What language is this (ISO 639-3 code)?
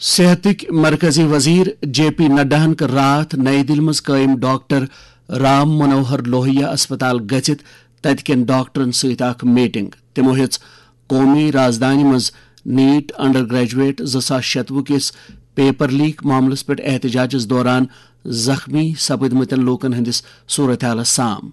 kas